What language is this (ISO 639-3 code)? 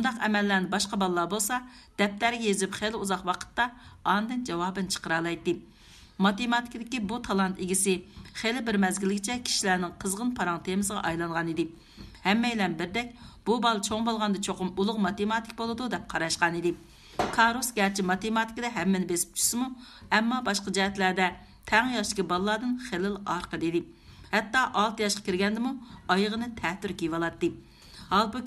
uig